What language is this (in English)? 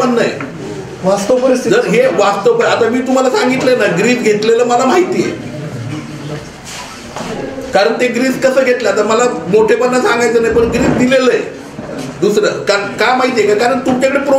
Marathi